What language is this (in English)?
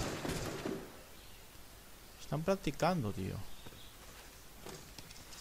Spanish